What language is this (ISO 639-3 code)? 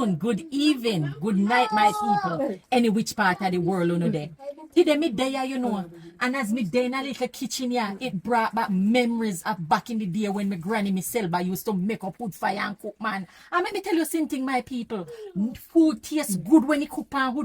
jam